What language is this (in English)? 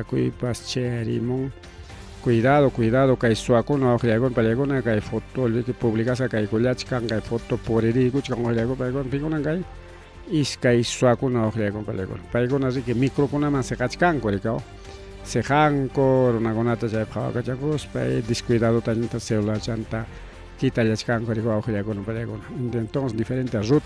Ayacucho Quechua